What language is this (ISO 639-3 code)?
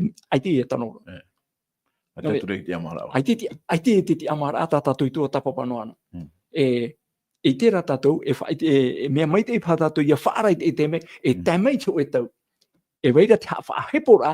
tah